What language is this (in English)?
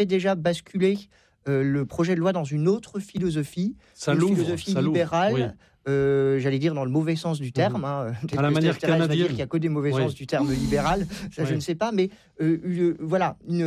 French